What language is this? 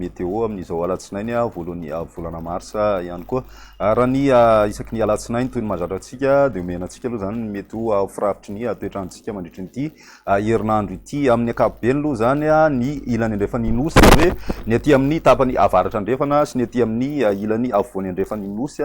Malagasy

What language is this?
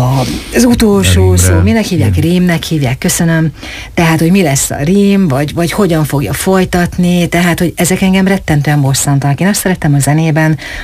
Hungarian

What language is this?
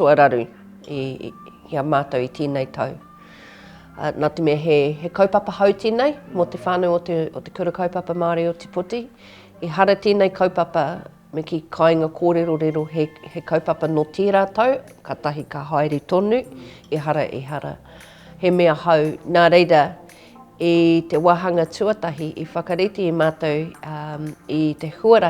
Māori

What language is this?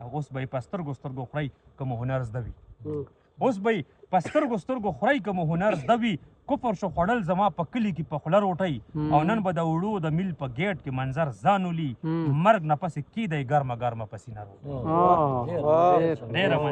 Pashto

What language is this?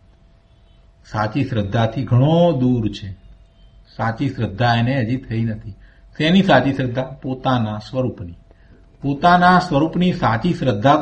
Gujarati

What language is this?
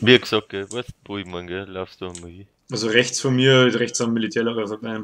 Bavarian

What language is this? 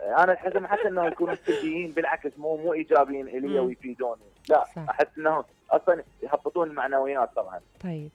Mesopotamian Arabic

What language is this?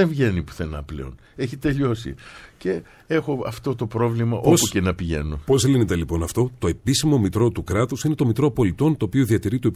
Greek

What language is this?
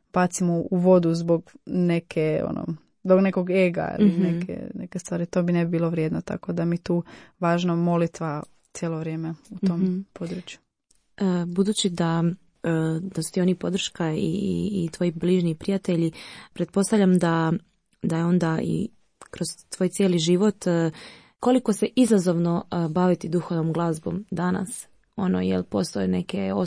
Croatian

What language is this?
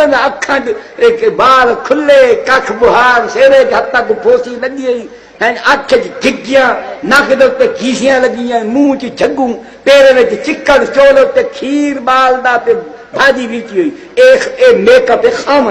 Saraiki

